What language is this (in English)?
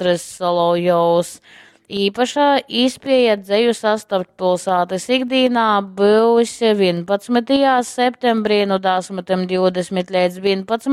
Latgalian